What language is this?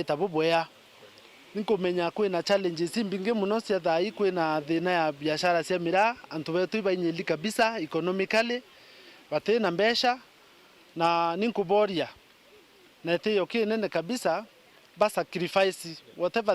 Meru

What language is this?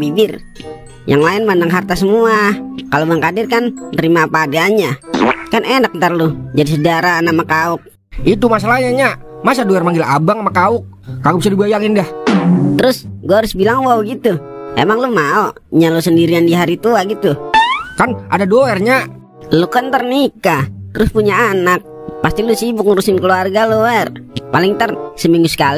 Betawi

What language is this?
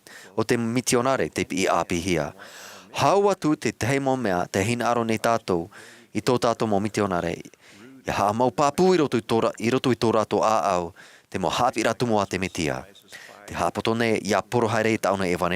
Tahitian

